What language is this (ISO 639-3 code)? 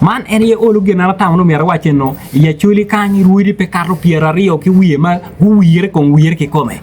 ach